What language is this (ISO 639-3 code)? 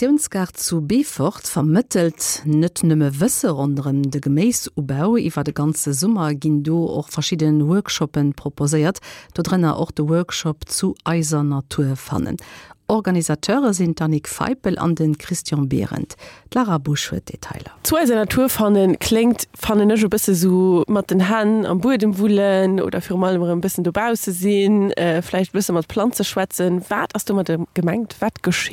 ltz